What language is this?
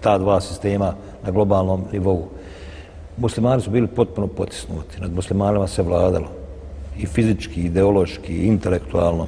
Bosnian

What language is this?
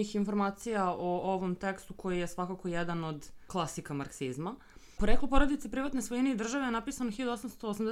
Serbian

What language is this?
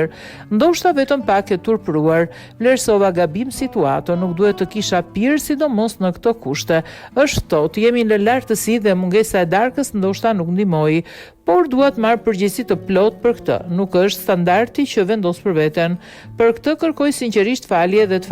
Albanian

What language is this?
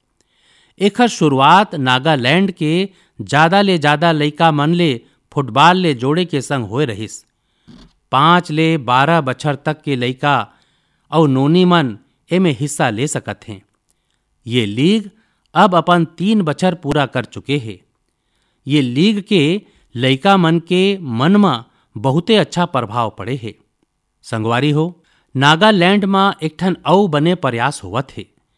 Chhattisgarhi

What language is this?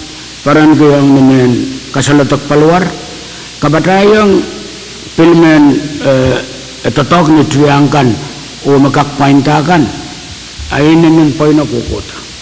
Pohnpeian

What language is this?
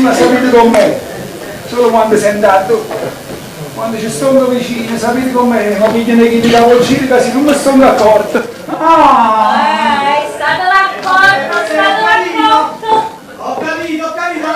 Neapolitan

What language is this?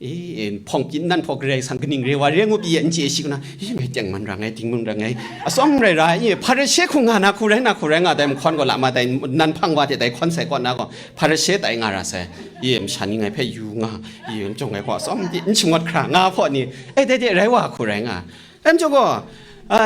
Kachin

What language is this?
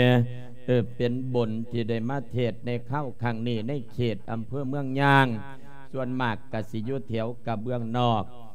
Lao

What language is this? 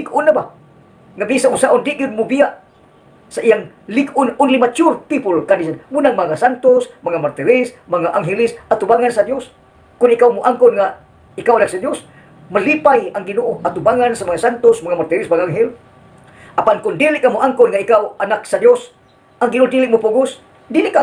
Cebuano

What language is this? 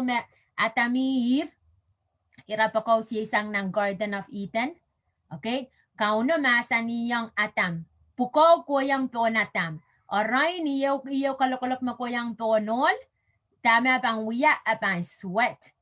Pohnpeian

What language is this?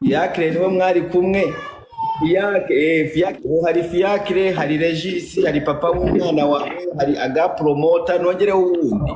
Kinyarwanda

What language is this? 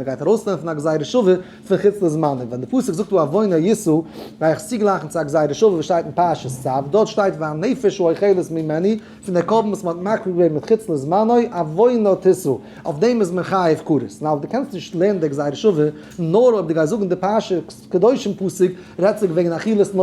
Yiddish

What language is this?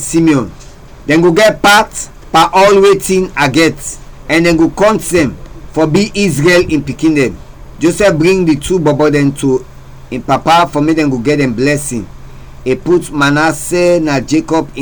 Krio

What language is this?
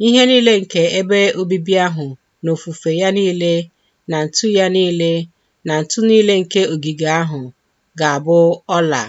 Igbo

